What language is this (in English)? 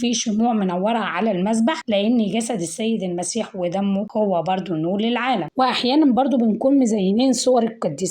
Egyptian Arabic